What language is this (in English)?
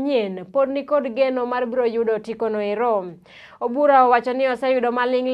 Luo (Kenya and Tanzania)